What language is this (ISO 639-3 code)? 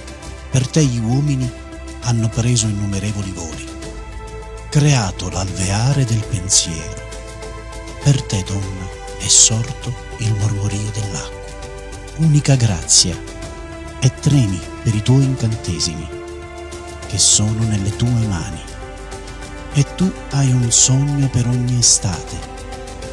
ita